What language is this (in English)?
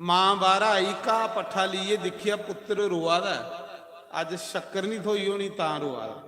Dogri